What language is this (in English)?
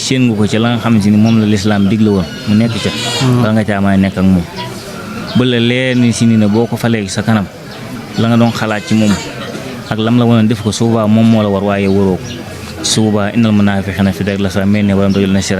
Wolof